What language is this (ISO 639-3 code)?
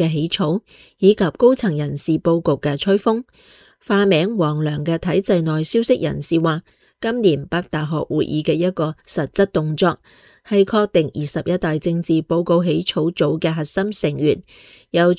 yue